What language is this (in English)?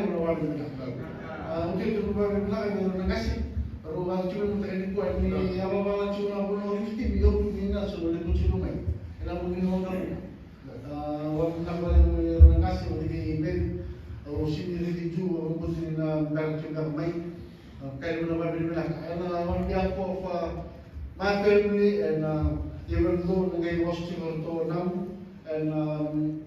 Fijian